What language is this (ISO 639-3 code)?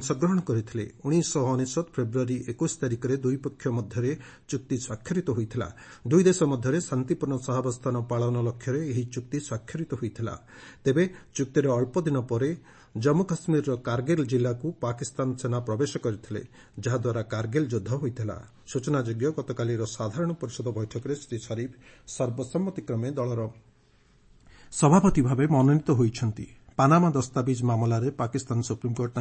ori